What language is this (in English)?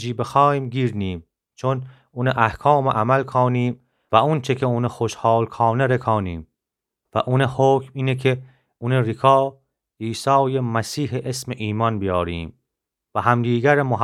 Gilaki